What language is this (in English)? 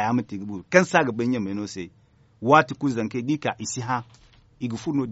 Zarma